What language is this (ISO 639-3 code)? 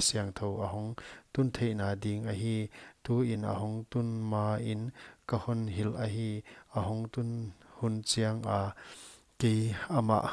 pck